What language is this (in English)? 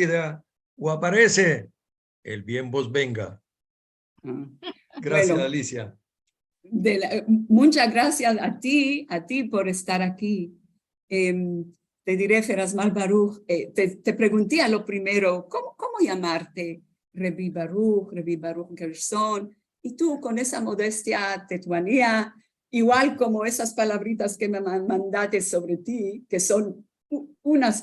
Ladino